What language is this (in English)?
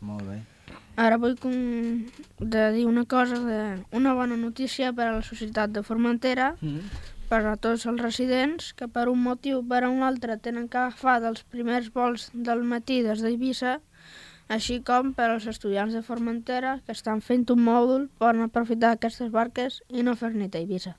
Catalan